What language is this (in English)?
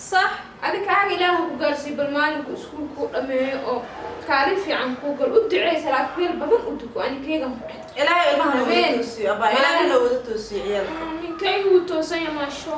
Somali